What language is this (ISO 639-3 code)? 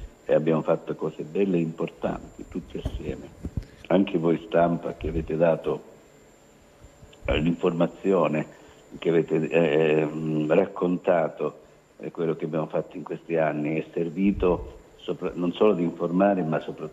ita